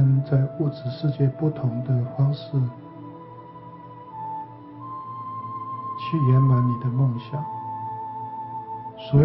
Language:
Chinese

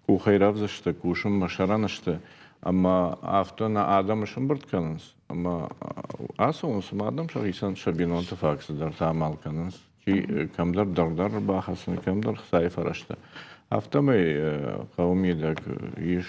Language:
Ossetic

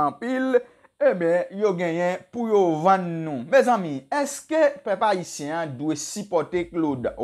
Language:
Haitian Creole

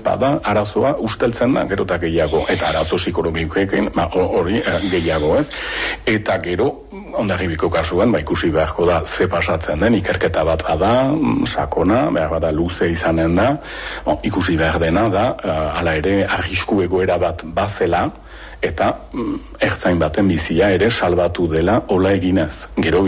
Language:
Basque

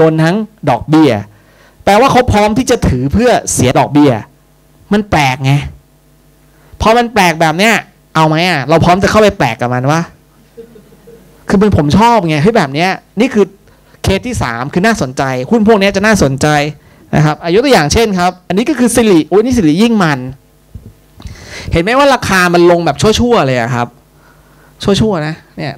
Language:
Thai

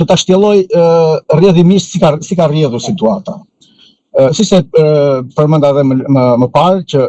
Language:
Albanian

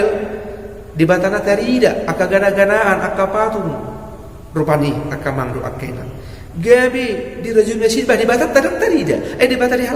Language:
Batak Toba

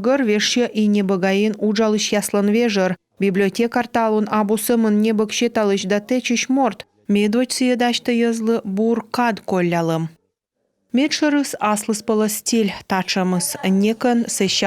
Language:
Komi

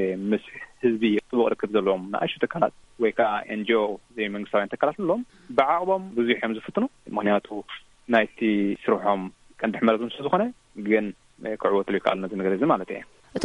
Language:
Tigrinya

